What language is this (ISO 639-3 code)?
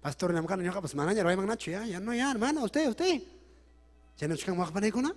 quy